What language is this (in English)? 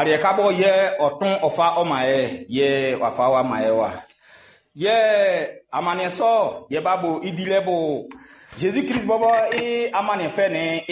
Baoulé